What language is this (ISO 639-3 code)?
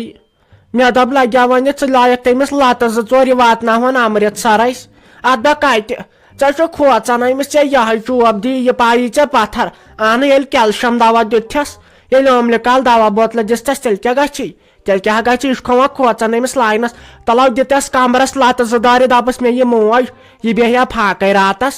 kas